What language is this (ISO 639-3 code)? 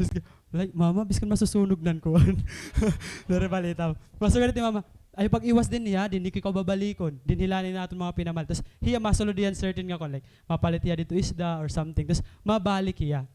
war